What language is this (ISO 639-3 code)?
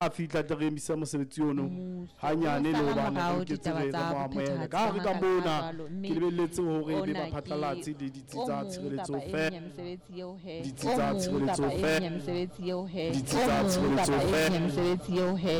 sot